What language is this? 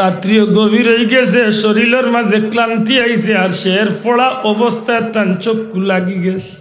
Sylheti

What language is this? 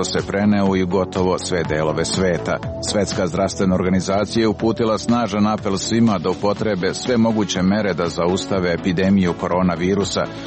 Serbian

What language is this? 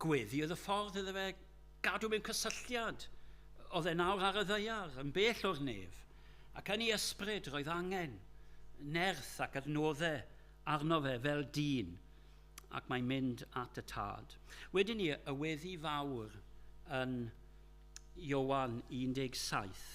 Welsh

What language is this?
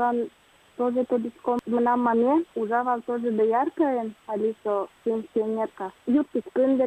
Udmurt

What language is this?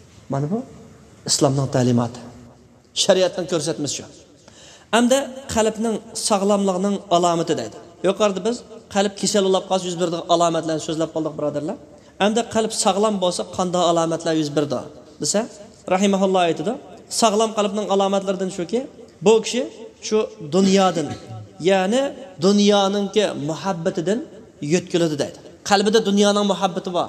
Uyghur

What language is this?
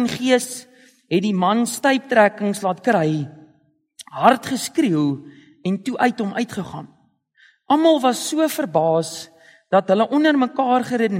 Afrikaans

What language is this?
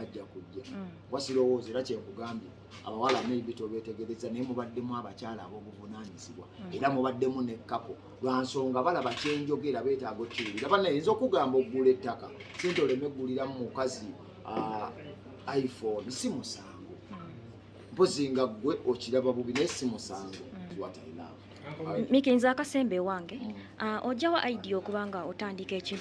Ganda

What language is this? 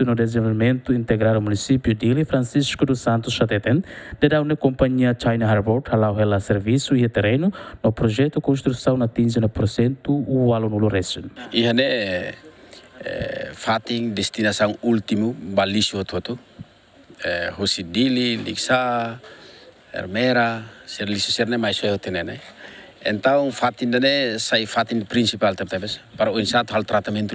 Tetum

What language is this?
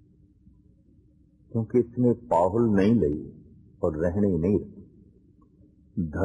Punjabi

